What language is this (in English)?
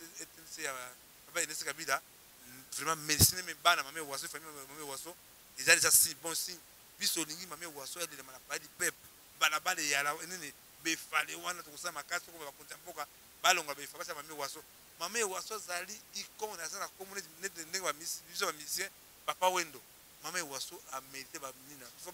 Lingala